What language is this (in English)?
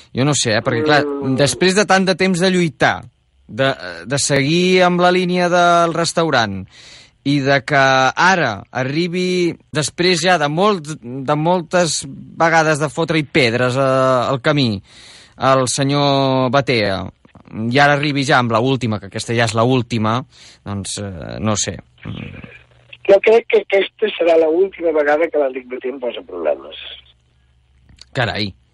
Catalan